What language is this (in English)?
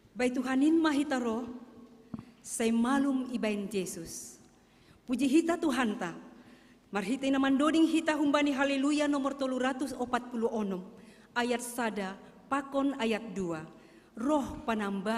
Batak Simalungun